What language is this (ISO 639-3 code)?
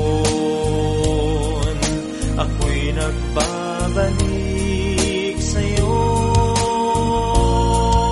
fil